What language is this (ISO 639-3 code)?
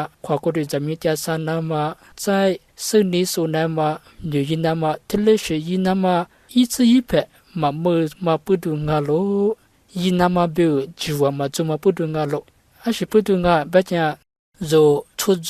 lis